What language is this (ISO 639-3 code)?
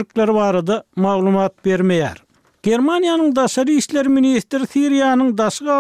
tuk